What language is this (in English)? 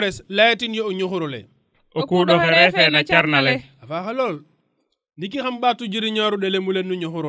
Serer